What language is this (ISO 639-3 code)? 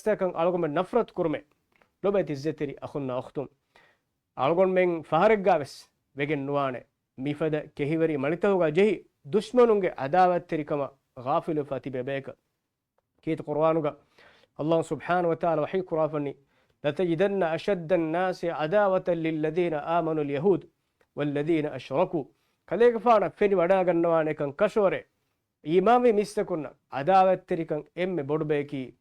div